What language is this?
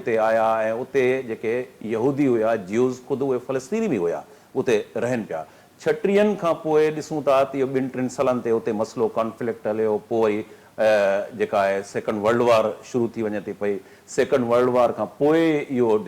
Sindhi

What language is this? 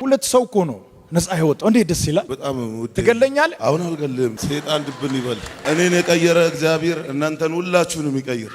Amharic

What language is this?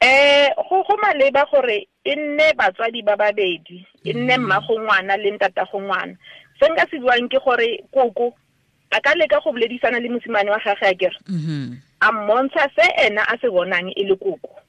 Tswana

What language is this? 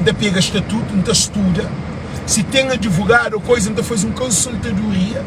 Kabuverdianu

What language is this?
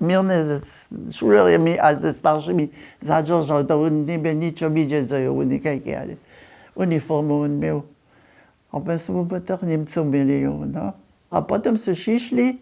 Upper Sorbian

